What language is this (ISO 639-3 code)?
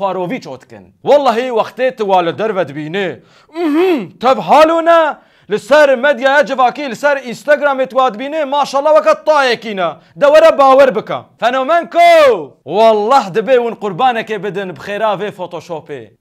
kur